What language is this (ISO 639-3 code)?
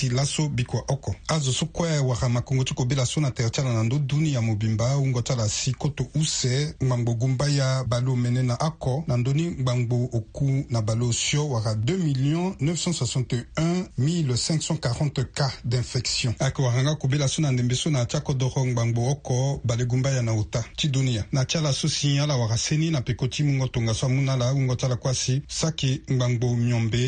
sag